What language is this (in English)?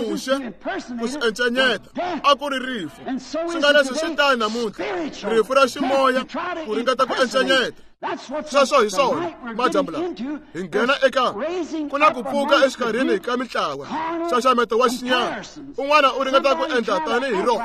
Tsonga